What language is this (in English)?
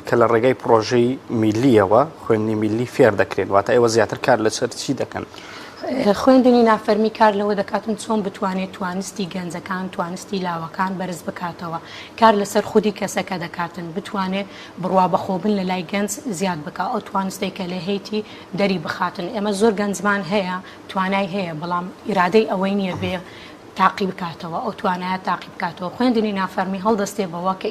Central Kurdish